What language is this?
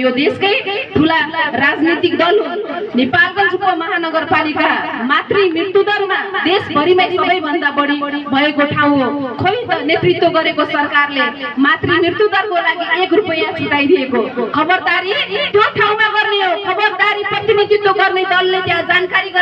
Nepali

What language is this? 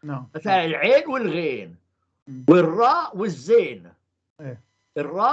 North Levantine Arabic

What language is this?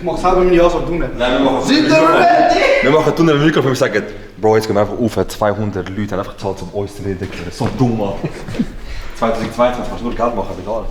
Swiss German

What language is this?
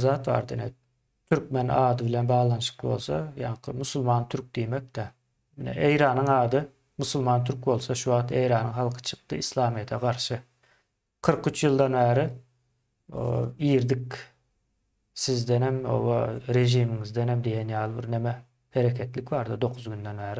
Turkmen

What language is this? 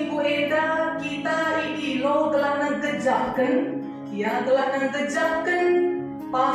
Batak Karo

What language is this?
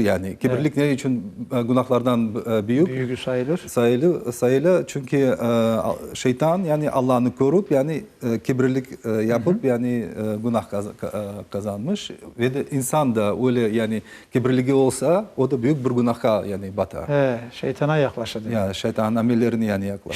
Crimean Tatar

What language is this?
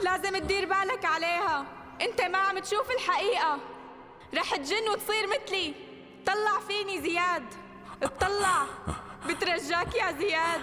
North Levantine Arabic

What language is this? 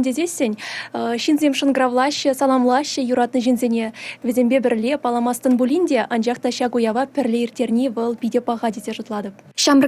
Chuvash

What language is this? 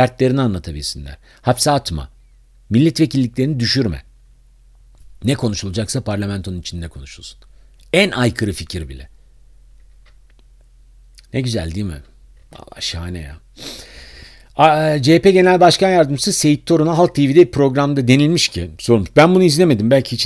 Turkish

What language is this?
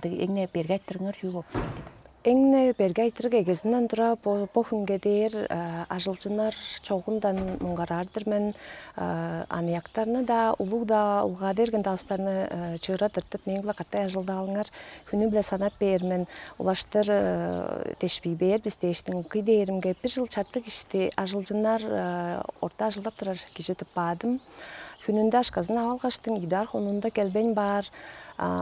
Tuvinian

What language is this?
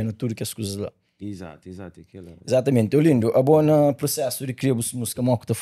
Kabuverdianu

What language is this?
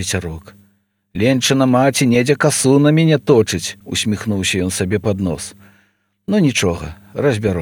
Belarusian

